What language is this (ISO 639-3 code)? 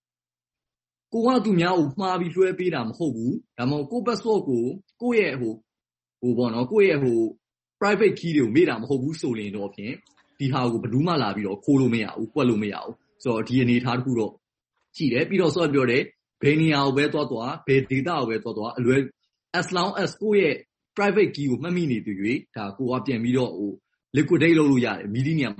mya